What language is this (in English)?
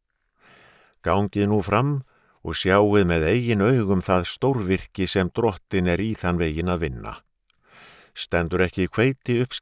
Icelandic